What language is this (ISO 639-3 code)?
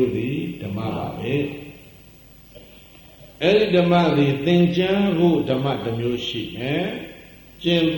mya